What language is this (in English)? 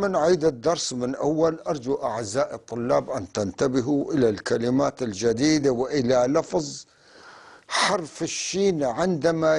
North Levantine Arabic